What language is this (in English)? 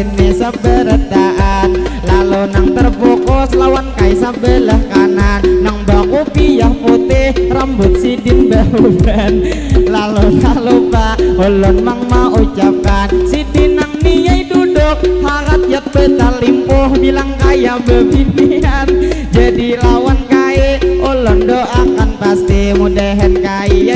Banjar